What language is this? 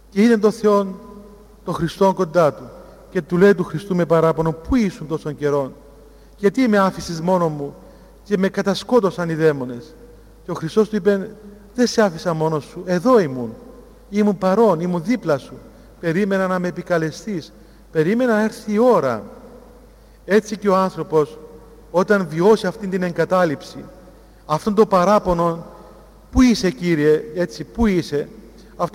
Greek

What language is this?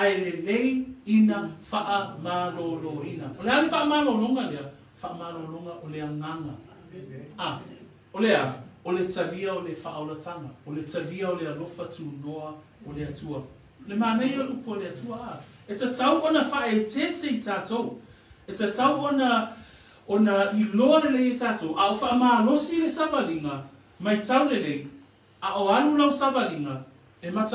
Samoan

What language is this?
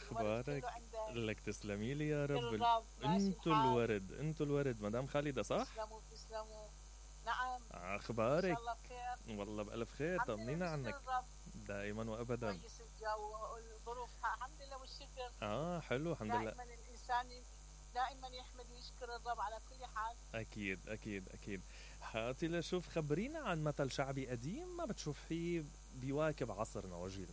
Mesopotamian Arabic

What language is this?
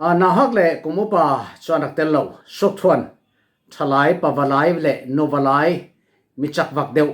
Falam Chin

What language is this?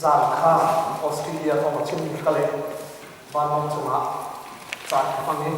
Hakha Chin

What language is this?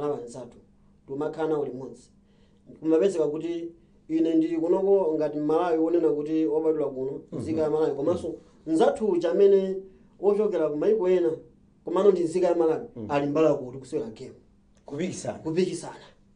Nyanja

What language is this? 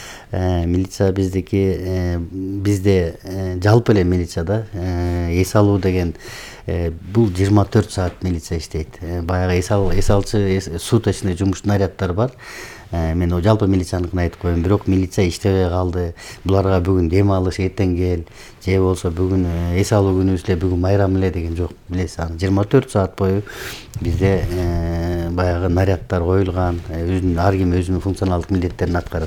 Kyrgyz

